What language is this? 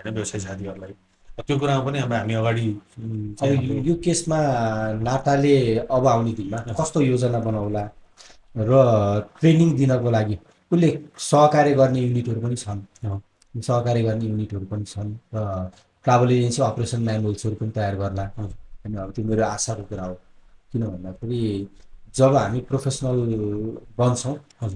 Nepali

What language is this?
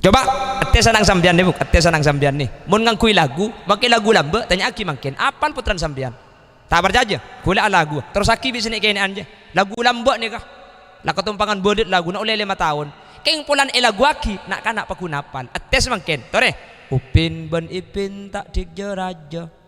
Madurese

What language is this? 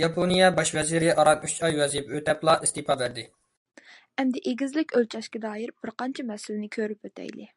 Uyghur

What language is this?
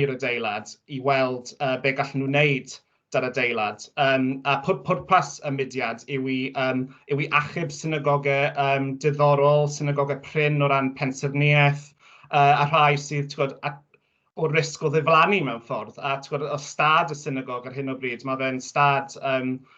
Welsh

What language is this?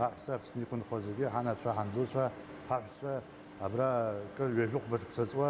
Abkhazian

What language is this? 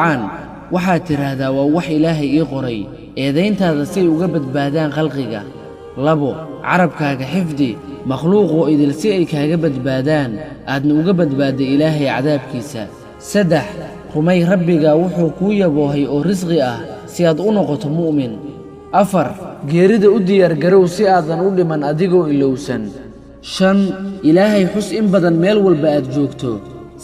Somali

